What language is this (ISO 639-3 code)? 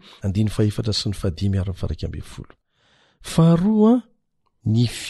mlg